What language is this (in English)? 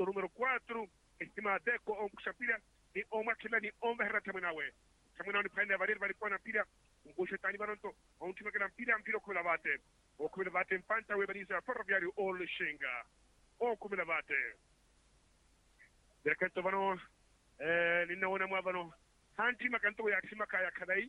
Swahili